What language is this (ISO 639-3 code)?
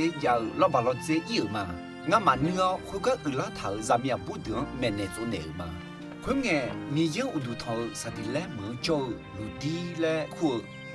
ahk